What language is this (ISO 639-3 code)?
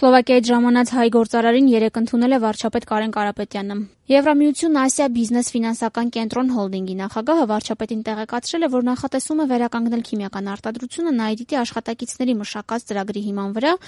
hye